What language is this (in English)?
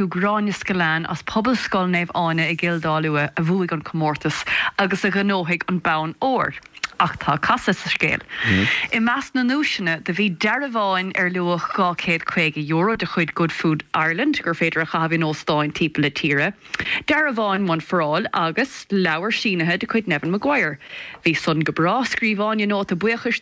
Irish